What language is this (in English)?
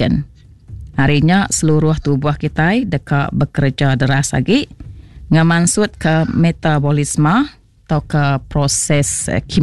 Iban